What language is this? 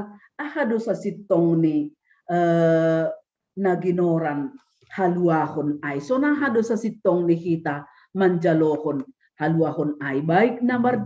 Batak Simalungun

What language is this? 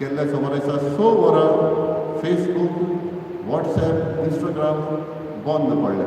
Konkani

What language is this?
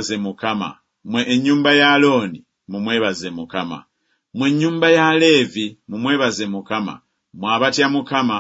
Ganda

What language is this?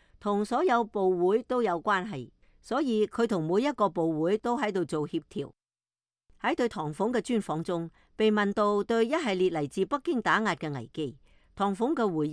Cantonese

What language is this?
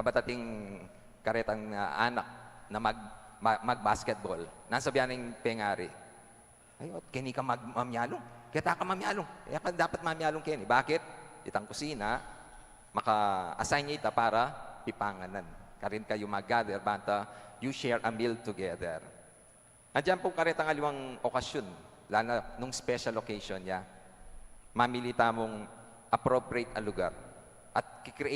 Pampanga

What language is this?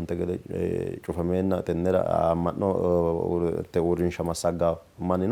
Sidamo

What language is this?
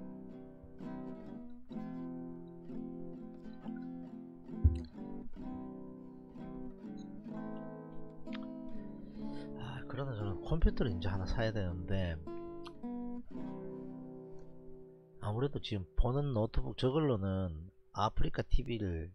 Korean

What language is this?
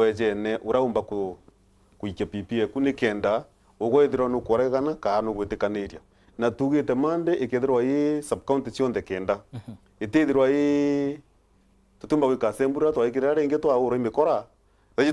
Meru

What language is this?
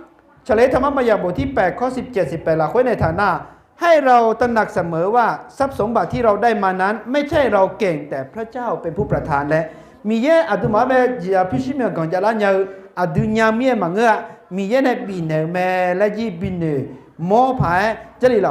Akha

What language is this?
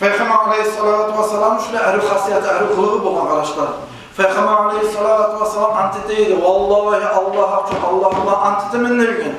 Kumyk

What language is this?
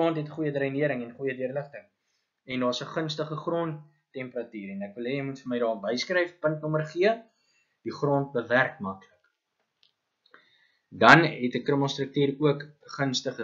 Afrikaans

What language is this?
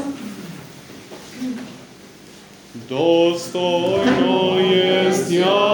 Serbian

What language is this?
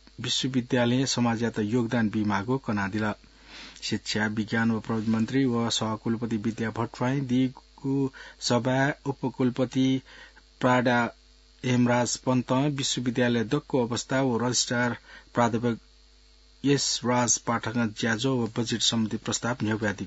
Newari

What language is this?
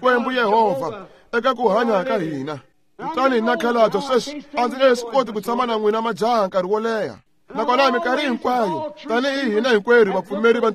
Tsonga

